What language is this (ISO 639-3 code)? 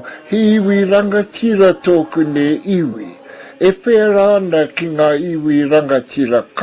mri